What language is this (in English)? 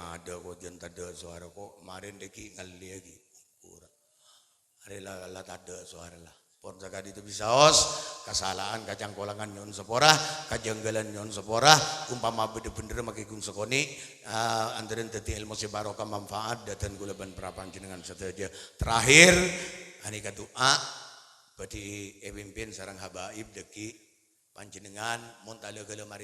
Madurese